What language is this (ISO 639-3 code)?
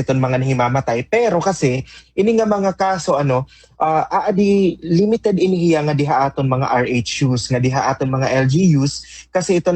war